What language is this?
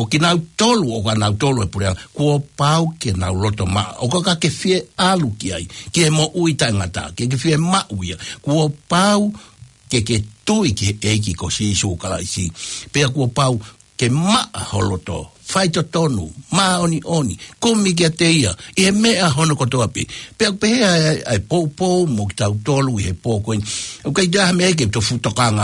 Tongan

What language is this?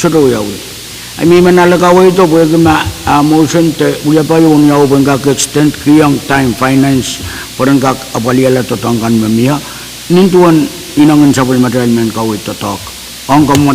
Pohnpeian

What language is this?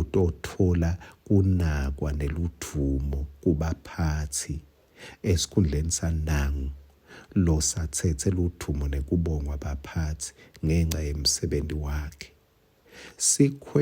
Swati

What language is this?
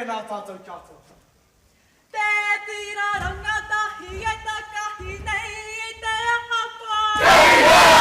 Māori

